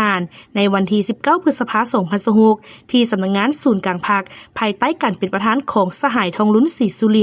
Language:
Lao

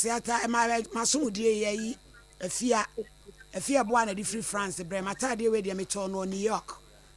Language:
Akan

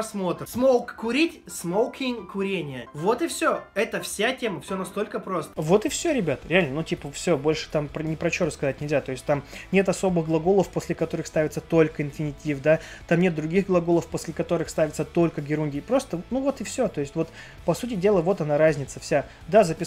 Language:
Russian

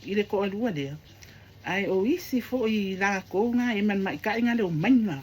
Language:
Samoan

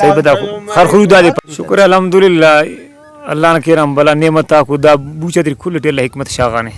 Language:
Brahui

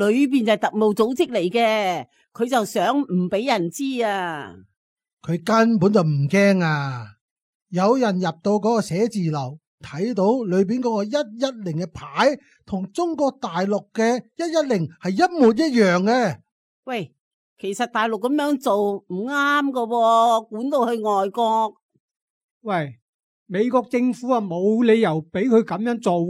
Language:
Cantonese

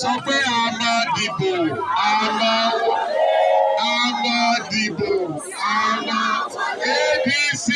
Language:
Yoruba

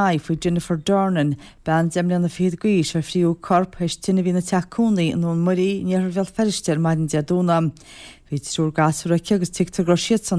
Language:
Irish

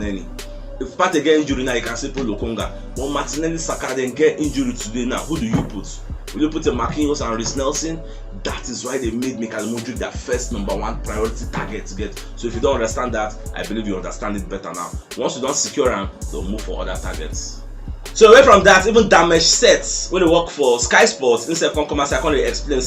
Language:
Nigerian Pidgin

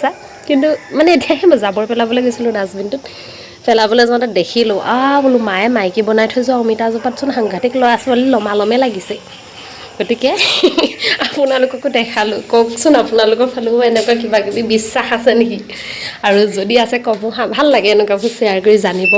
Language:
Assamese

